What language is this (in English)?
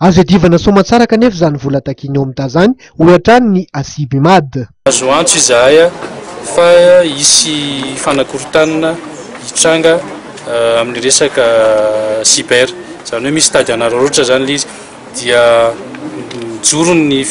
Malagasy